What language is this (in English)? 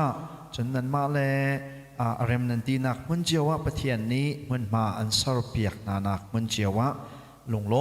Hakha Chin